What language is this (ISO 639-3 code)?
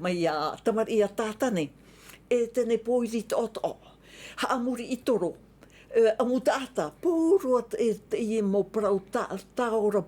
tah